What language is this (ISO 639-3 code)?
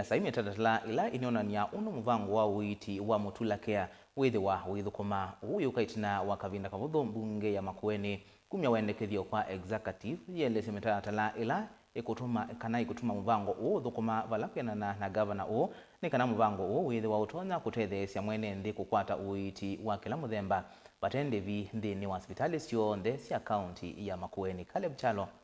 kam